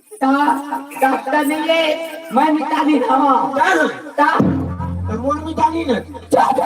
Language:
Chhattisgarhi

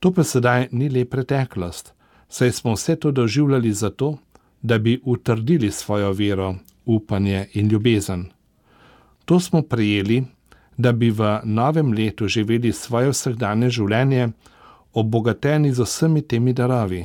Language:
Slovenian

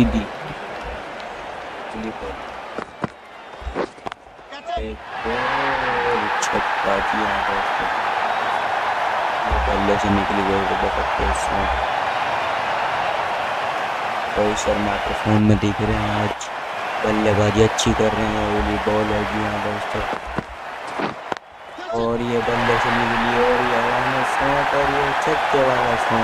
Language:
Hindi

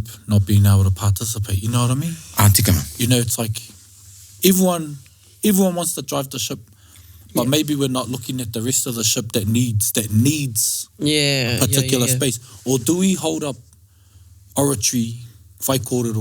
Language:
Māori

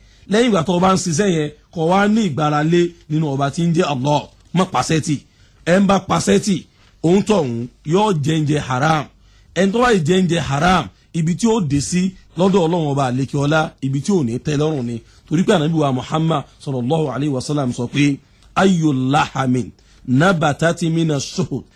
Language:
Yoruba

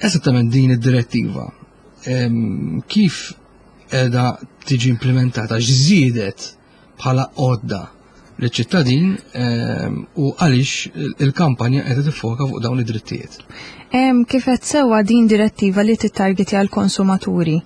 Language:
Maltese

